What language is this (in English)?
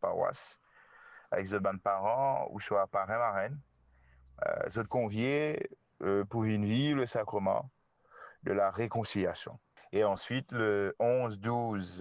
Morisyen